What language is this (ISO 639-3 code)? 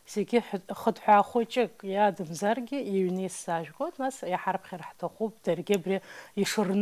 abk